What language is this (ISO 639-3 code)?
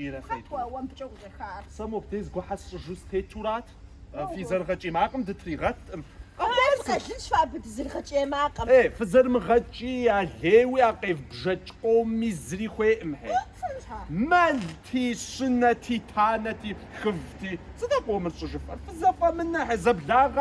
kbd